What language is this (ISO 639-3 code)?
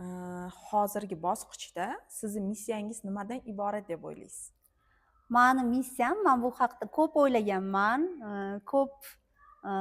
uzb